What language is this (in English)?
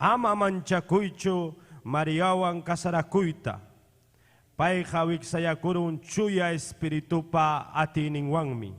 Ayacucho Quechua